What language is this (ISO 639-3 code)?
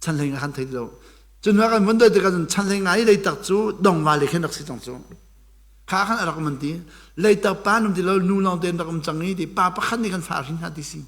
cnh